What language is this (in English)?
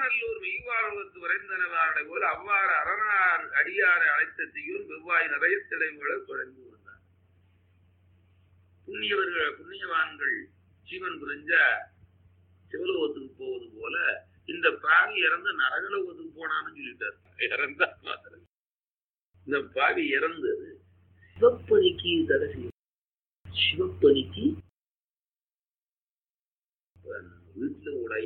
Tamil